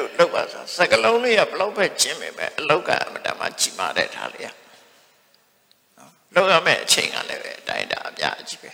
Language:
Burmese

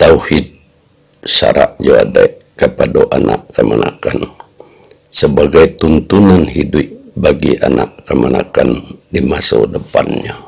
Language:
Minangkabau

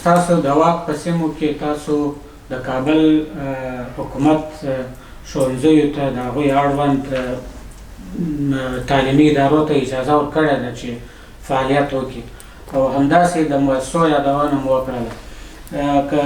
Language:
Pashto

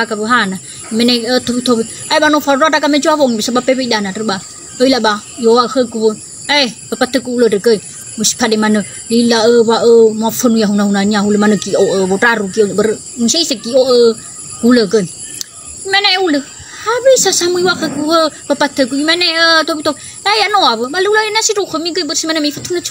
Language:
Nias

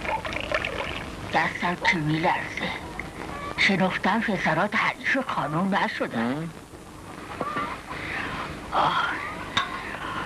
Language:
Persian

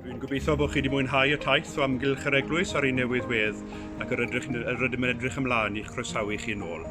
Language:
Welsh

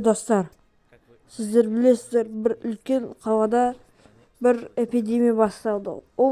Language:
Kazakh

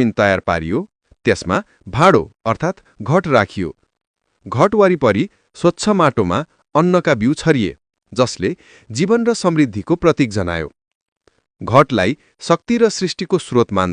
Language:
Nepali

